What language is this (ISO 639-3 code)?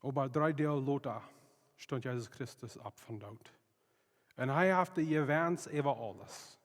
pdt